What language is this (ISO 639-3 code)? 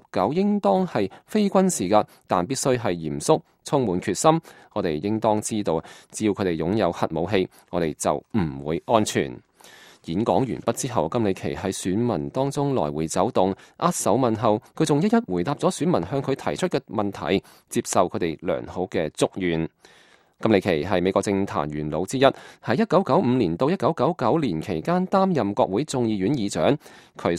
yue